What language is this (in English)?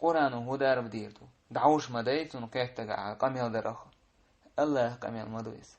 Chechen